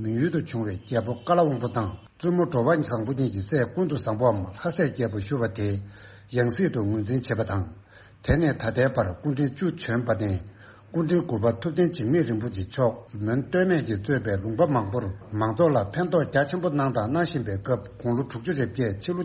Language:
Tibetan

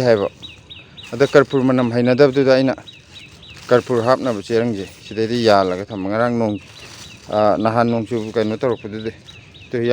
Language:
Manipuri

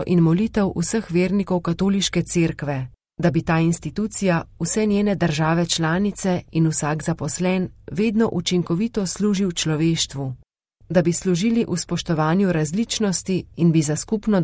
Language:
Slovenian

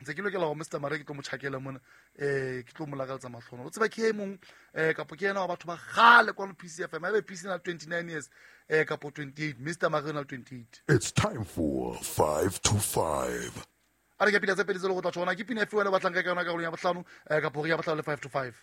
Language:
Southern Sotho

